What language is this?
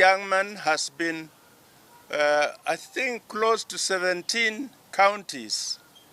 Gusii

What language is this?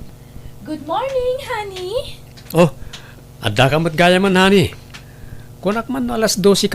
Iloko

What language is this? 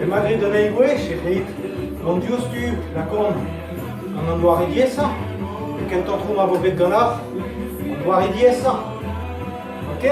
Breton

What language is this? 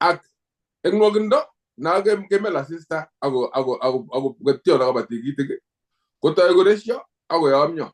Kalenjin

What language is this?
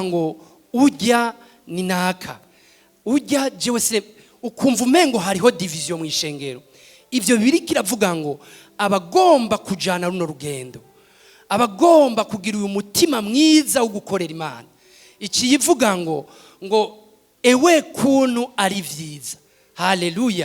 Rundi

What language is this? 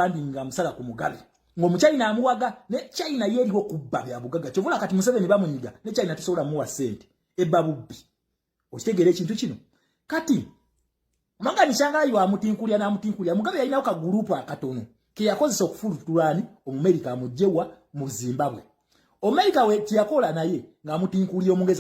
Ganda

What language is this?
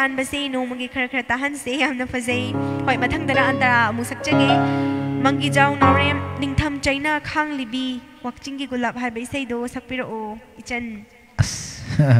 Manipuri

